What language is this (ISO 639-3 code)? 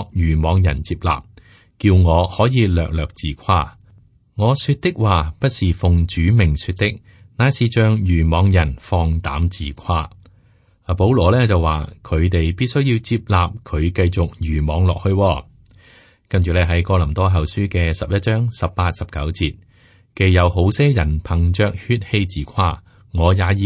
yue